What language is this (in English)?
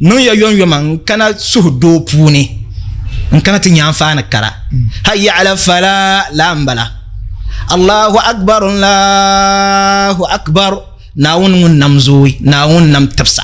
Dagbani